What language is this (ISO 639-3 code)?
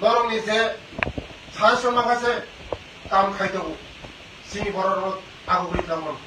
trp